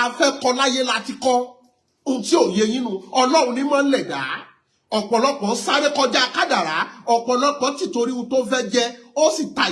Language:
Yoruba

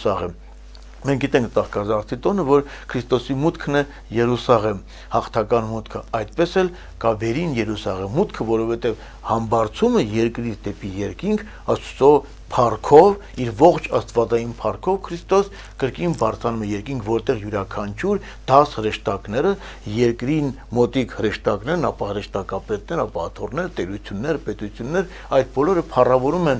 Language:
Armenian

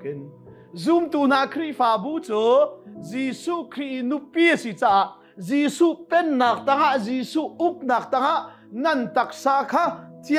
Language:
Hakha Chin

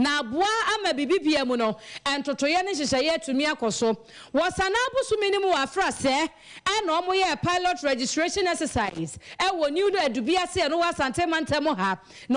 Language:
Akan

